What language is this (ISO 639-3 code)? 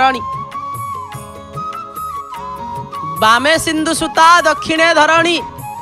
ori